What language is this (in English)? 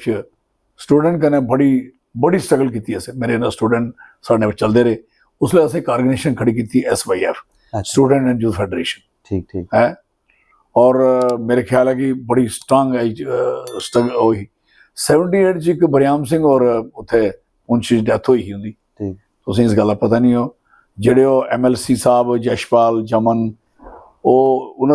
Dogri